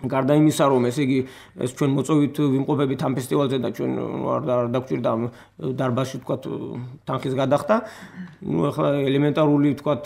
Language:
Georgian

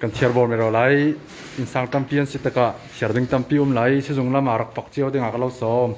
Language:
Hakha Chin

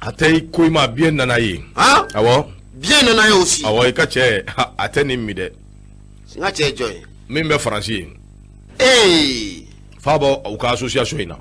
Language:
Bambara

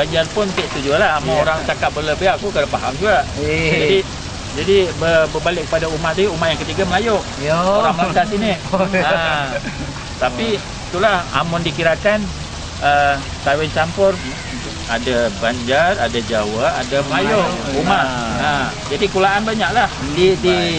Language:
Banjar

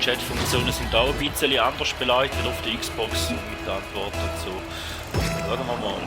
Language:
Swiss German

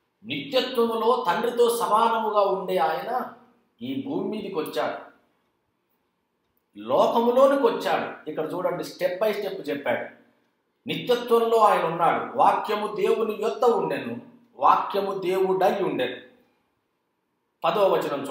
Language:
Telugu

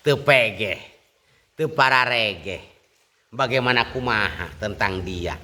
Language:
Sundanese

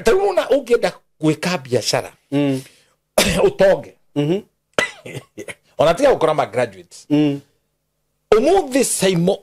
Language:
Kikuyu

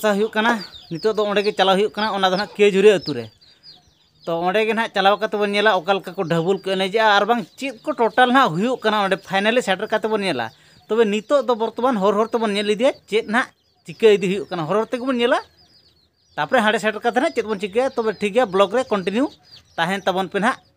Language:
Santali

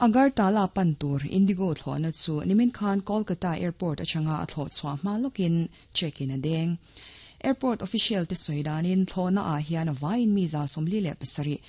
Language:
Mizo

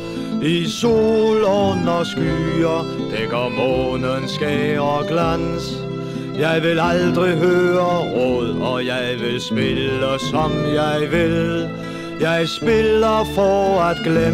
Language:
Danish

